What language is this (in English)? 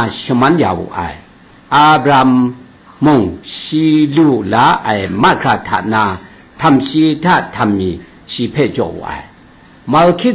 Kachin